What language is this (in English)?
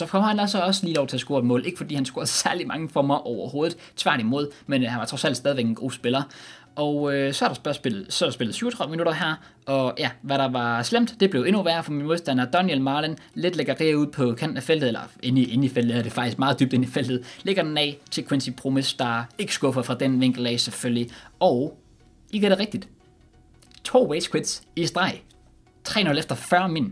Danish